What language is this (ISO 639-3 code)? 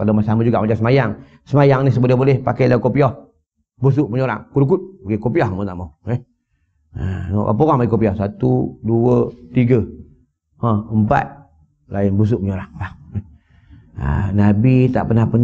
msa